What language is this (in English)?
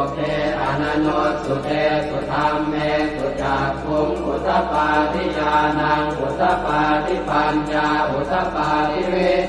Pali